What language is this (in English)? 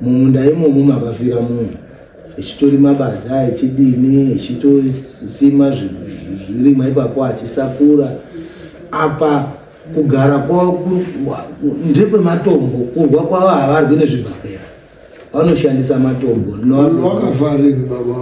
Shona